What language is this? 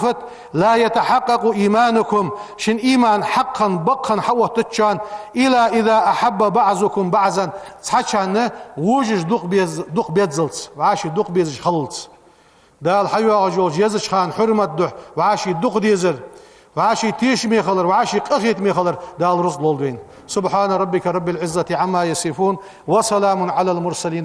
Ingush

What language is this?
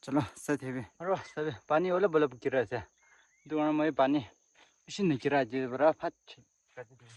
Naga Pidgin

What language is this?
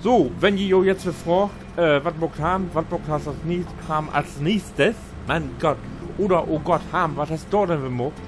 Low German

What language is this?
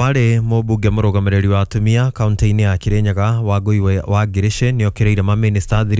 Kikuyu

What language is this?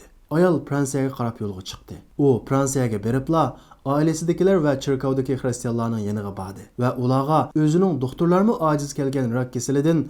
Uyghur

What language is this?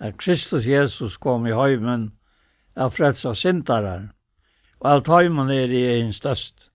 Faroese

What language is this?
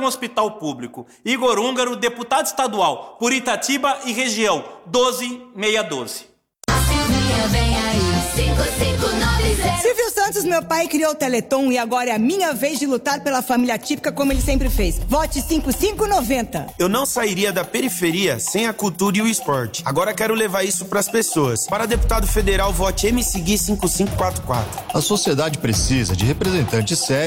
Portuguese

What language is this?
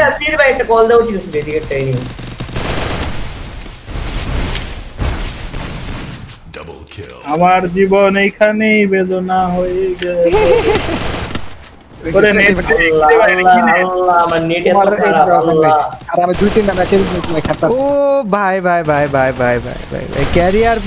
Bangla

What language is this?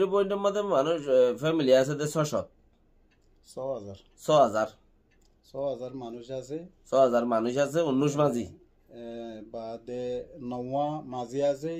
Rohingya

